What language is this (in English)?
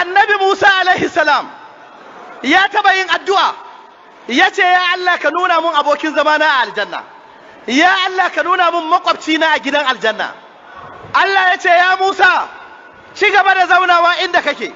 Hausa